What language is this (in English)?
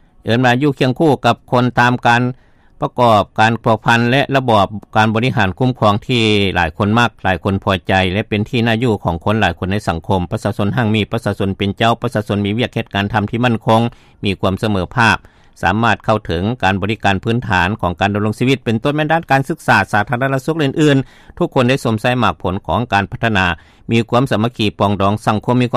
Lao